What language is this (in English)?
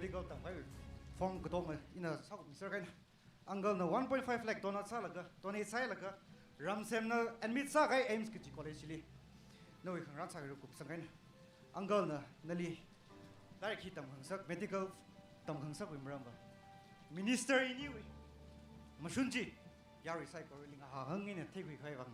Tangkhul Naga (India)